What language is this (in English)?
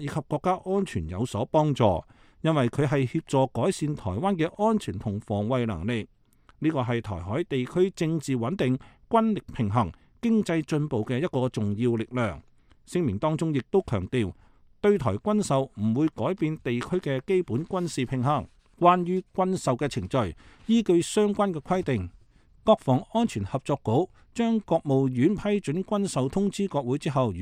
Cantonese